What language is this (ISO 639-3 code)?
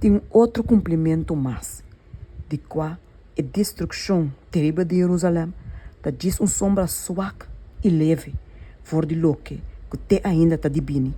pap